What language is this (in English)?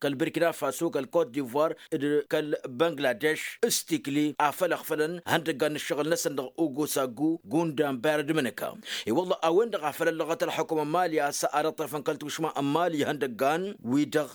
Tamasheq